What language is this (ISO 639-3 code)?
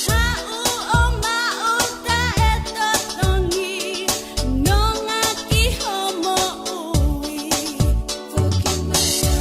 ton